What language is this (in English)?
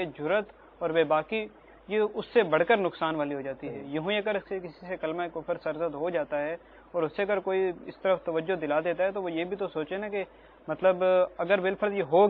Urdu